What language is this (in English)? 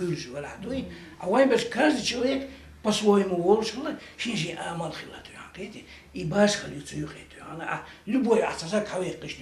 Chechen